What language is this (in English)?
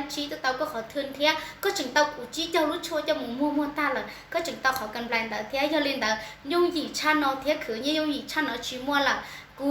Hmong